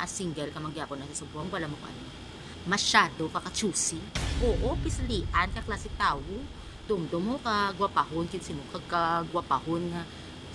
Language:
Hiligaynon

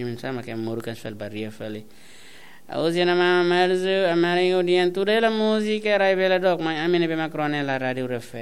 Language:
Tetum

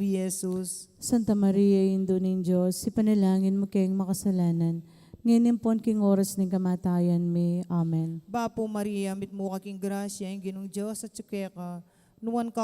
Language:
Pampanga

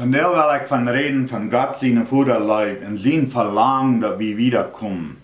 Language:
Plautdietsch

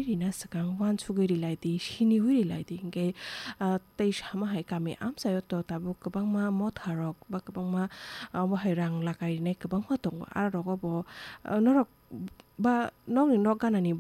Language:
Kok Borok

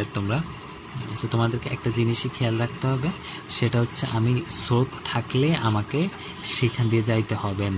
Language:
Bangla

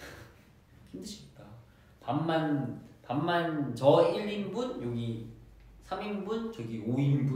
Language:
Korean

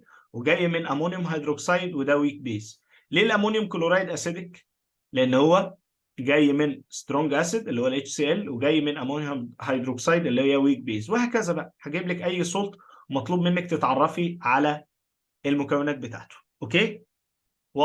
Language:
Egyptian Arabic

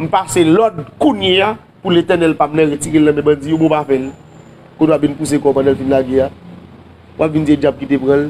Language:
Haitian Creole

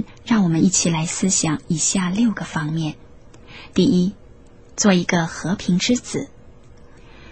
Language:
Chinese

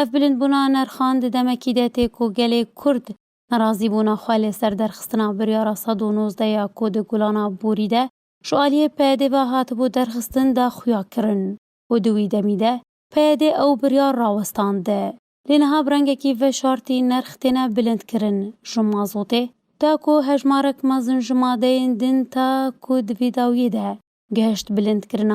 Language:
Kurdish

